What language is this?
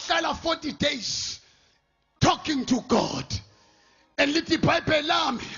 Zulu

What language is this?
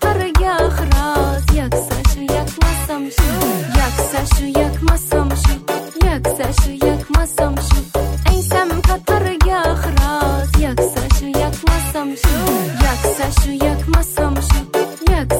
Turkish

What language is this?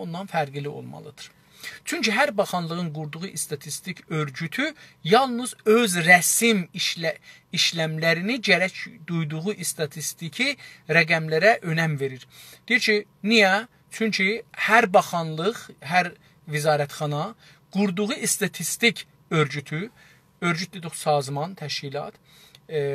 South Azerbaijani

